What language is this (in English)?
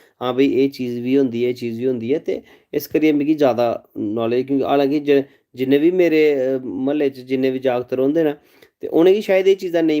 Dogri